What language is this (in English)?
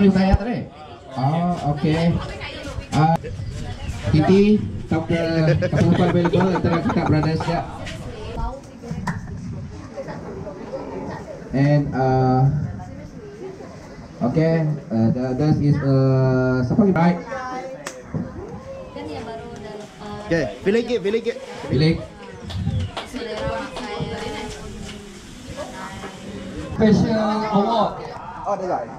Malay